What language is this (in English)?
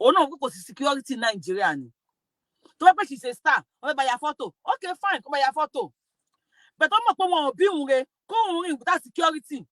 Yoruba